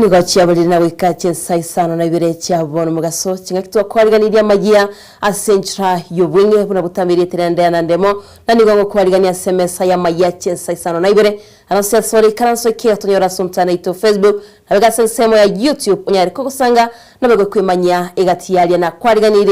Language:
Gusii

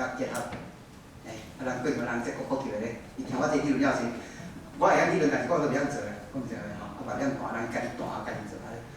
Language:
Min Nan Chinese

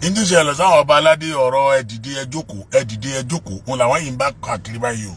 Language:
Yoruba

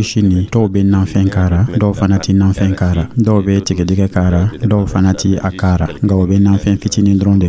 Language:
Dyula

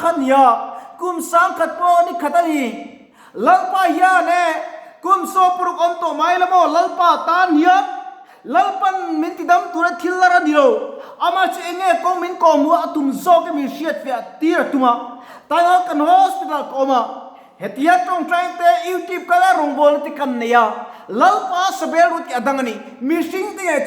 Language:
Mizo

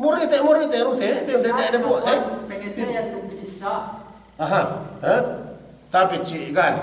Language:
Yakan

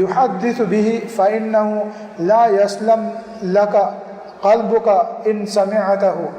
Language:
Divehi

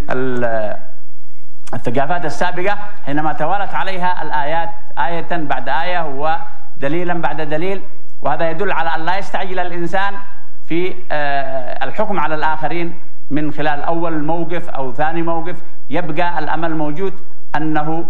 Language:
Arabic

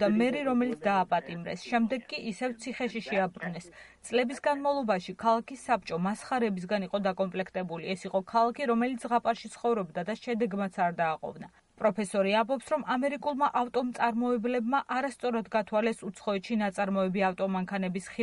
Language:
Georgian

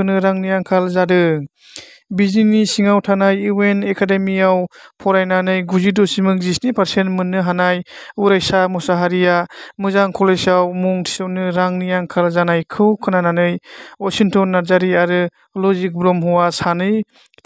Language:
Bodo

